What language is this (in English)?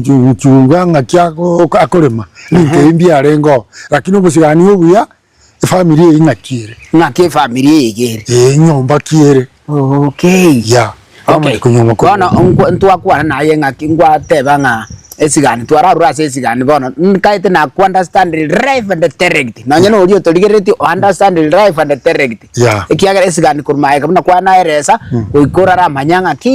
Gusii